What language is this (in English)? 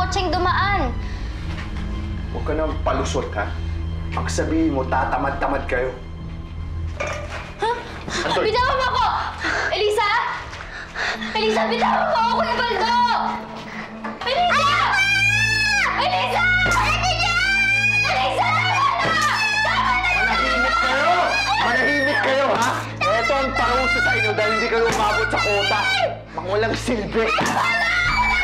Filipino